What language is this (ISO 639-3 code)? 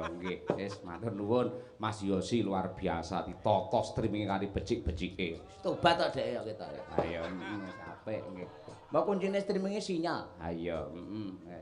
jav